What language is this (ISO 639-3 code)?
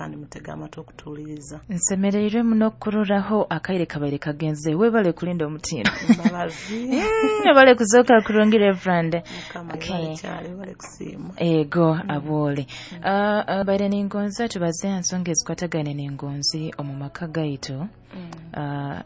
nyo